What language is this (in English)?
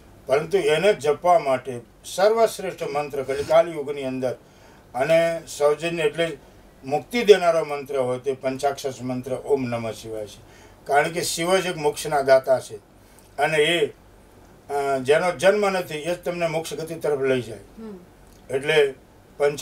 Gujarati